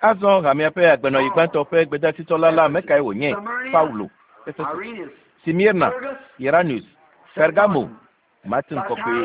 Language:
Ewe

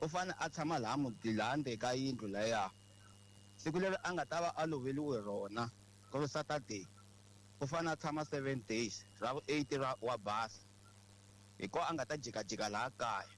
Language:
Tsonga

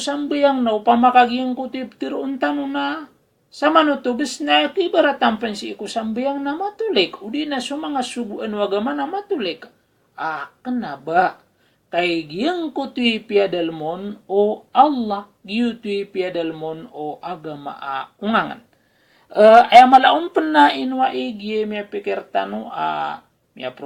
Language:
Maranao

